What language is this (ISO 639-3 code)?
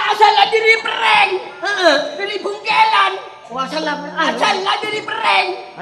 mad